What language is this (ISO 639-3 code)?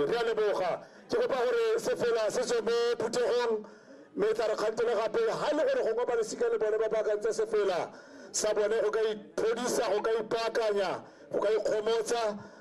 tsn